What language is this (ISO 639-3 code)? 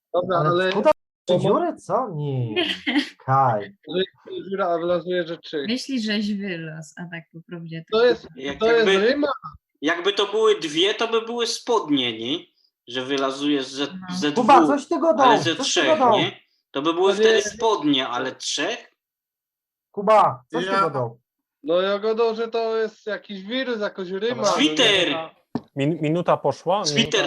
szl